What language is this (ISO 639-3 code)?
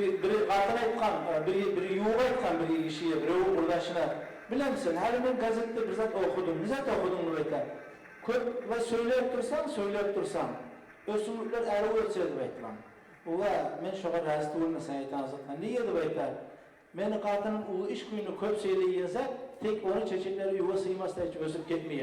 kum